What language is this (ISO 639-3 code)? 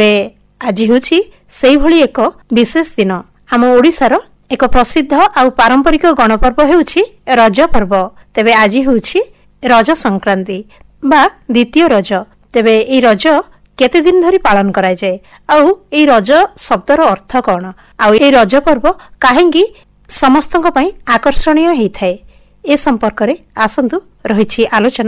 ori